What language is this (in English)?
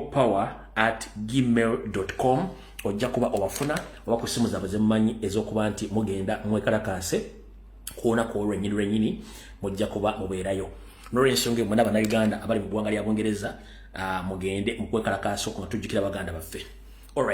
Ganda